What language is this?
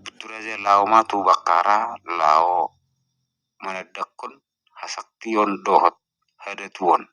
Batak Toba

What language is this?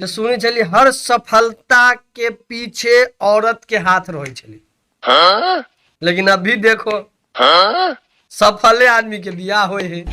Maithili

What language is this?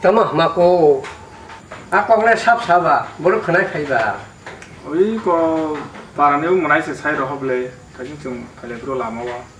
Kok Borok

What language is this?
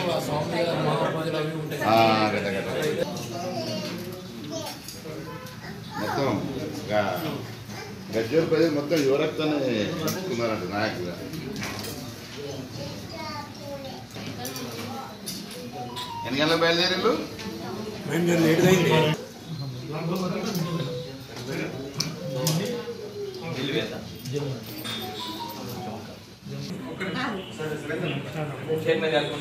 Telugu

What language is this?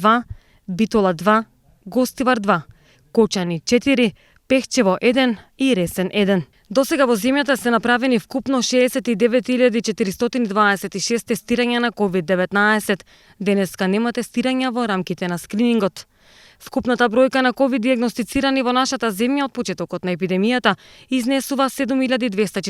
Macedonian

